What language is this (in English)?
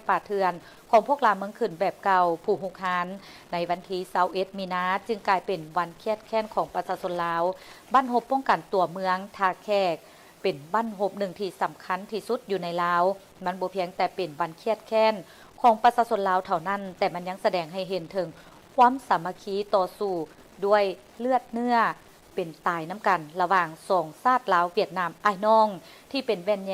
Lao